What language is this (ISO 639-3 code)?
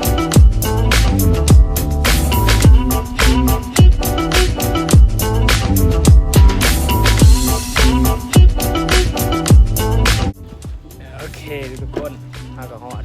lao